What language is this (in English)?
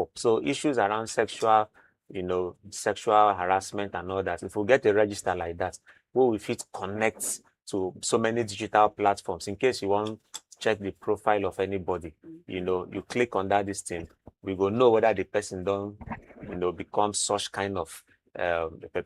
Nigerian Pidgin